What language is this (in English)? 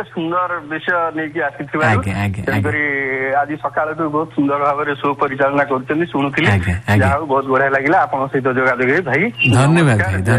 Odia